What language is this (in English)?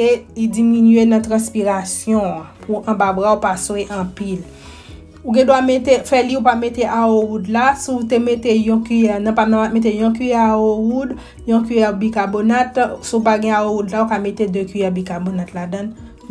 Haitian Creole